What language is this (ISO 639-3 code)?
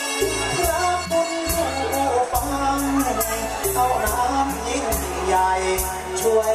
tha